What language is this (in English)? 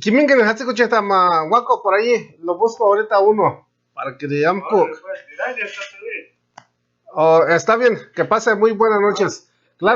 Purepecha